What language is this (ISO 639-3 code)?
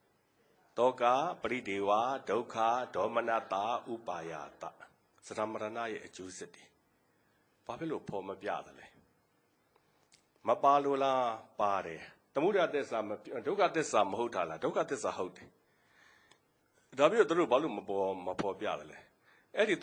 mya